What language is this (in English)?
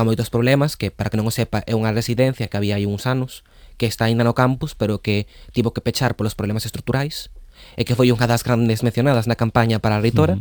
Galician